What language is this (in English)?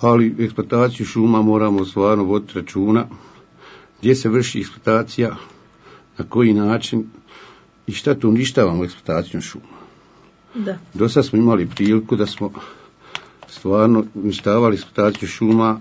Bosnian